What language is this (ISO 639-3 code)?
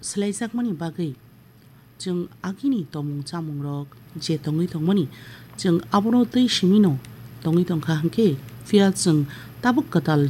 trp